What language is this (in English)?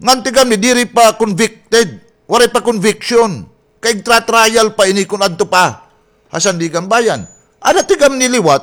Waray